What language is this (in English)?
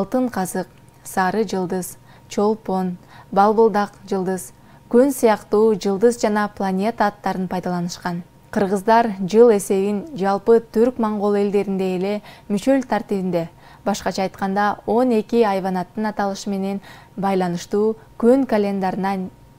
Kyrgyz